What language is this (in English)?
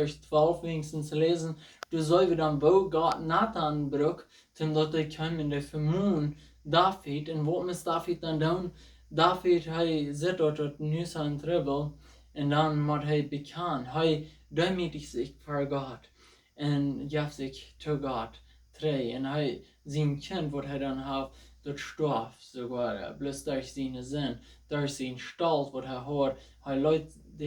Plautdietsch